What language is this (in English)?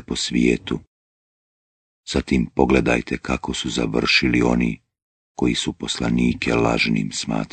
Bosnian